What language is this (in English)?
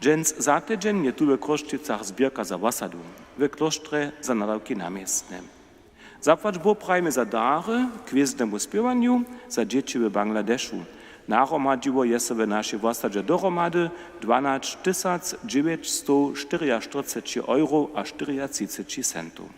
Upper Sorbian